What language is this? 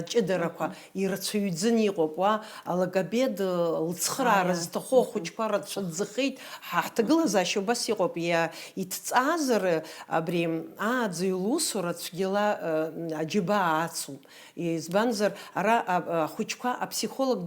Abkhazian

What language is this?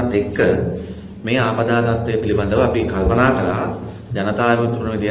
Sinhala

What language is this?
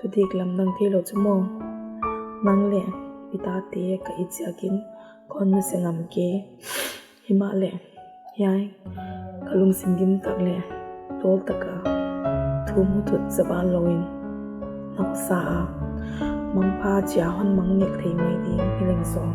Paite Chin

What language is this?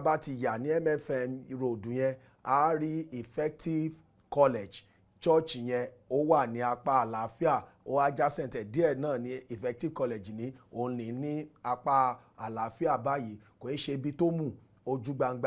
Yoruba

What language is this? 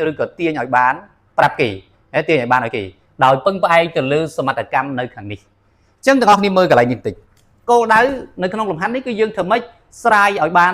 Khmer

